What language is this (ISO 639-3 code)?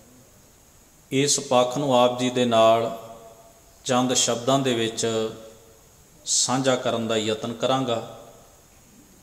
pan